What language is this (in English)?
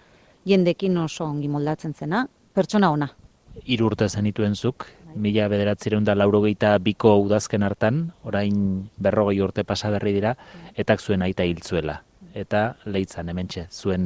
Basque